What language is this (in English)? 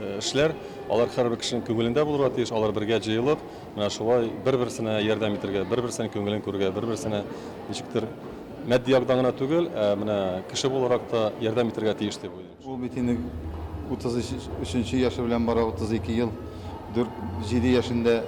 Tatar